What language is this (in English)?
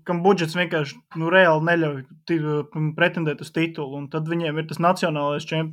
Latvian